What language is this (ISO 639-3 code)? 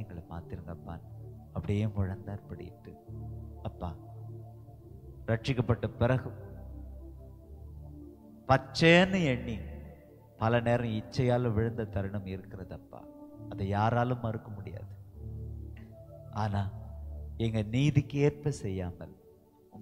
tam